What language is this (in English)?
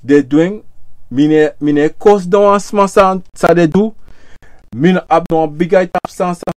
Sranan Tongo